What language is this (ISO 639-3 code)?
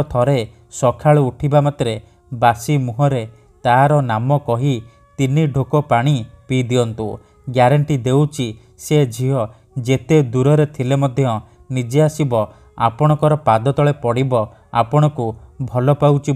ori